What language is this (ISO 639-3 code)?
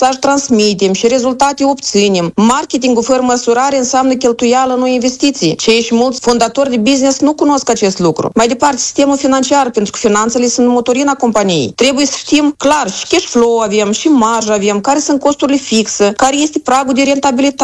ron